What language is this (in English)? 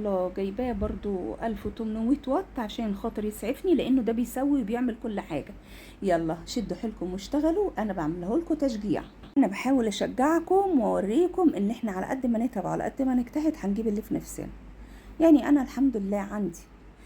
Egyptian Arabic